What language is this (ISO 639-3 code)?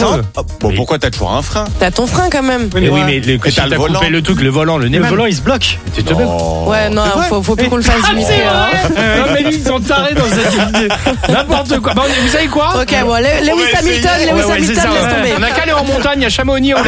fra